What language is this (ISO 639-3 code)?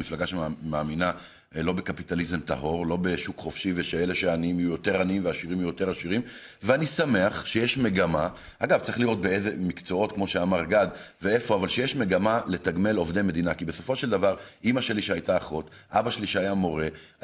heb